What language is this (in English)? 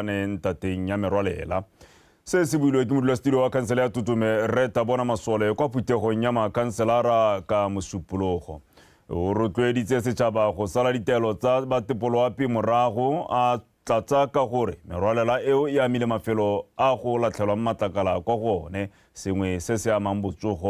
Tswana